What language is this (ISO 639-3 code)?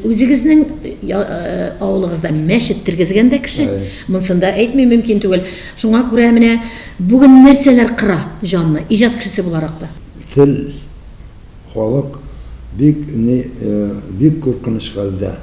tat